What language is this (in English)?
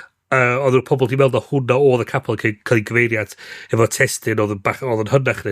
Welsh